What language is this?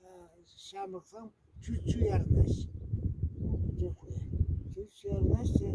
Chuvash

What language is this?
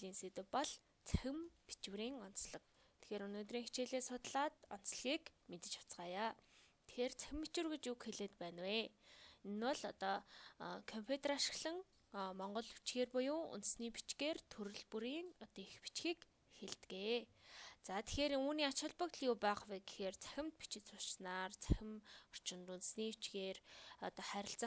Mongolian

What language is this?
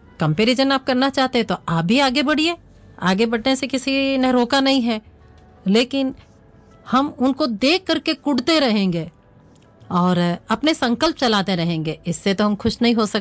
Hindi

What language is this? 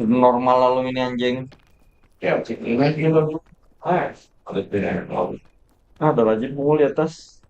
Banjar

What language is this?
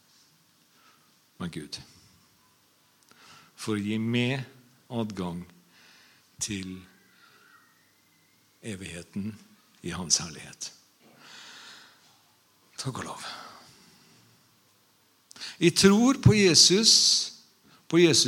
Norwegian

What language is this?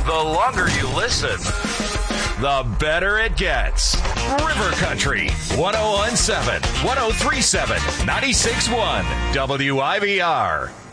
English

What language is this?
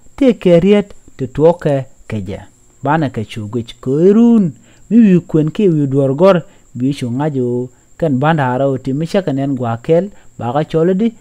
Nuer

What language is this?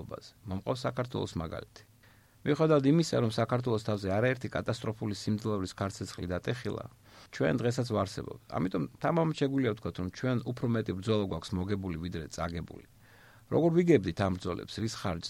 Georgian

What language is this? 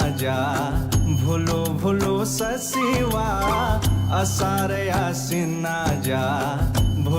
Newari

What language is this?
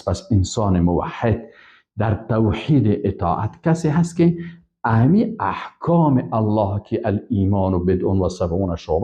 Persian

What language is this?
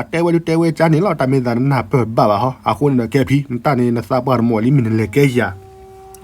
S'gaw Karen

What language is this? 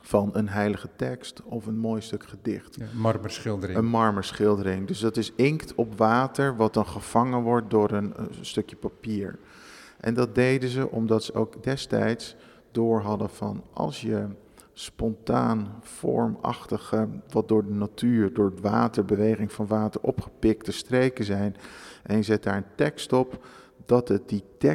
Dutch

